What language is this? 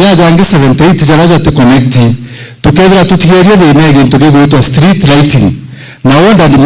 Meru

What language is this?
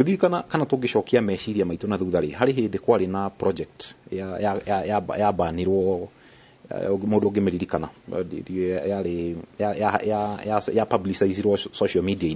Kikuyu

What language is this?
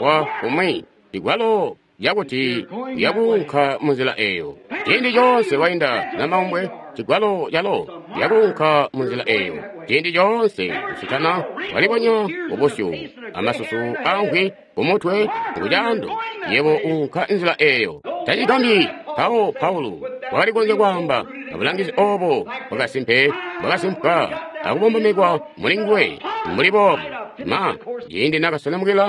Tonga (Zambia)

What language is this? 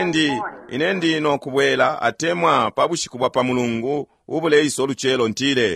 Bemba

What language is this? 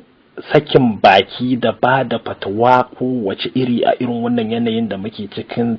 Hausa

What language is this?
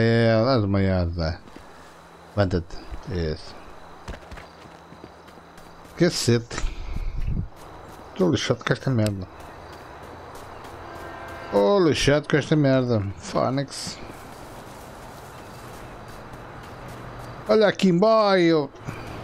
Portuguese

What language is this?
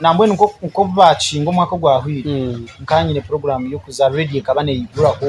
Nyankole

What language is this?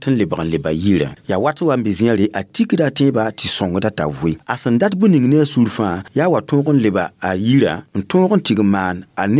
Mossi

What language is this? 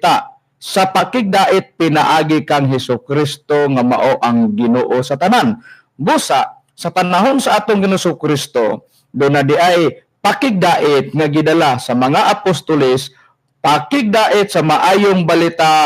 Cebuano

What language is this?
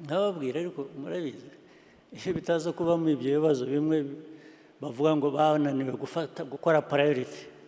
Kinyarwanda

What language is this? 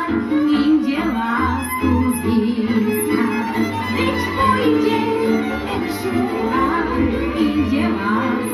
Slovak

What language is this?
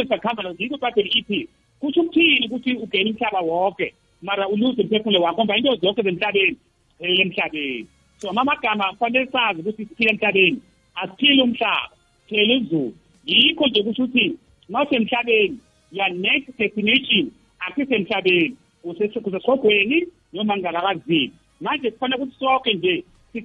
South Ndebele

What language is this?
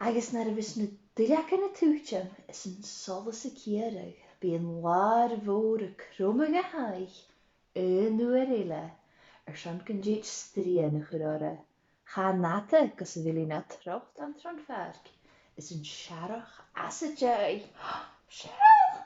Scottish Gaelic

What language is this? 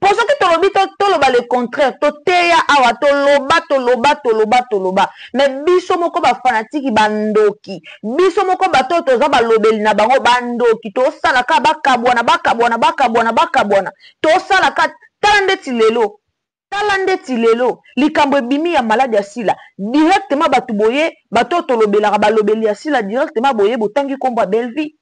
Lingala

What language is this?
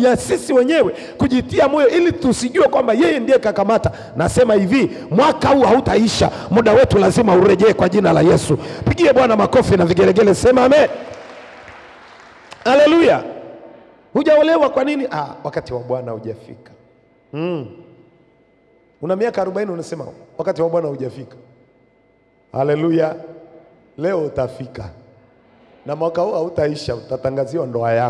Swahili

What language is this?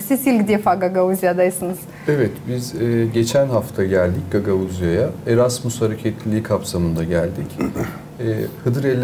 Gagauz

